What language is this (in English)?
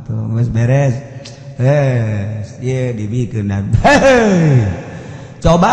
Sundanese